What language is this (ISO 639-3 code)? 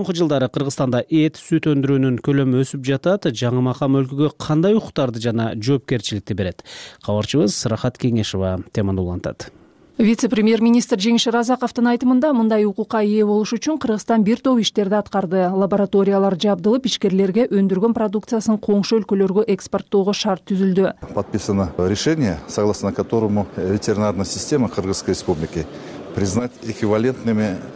kir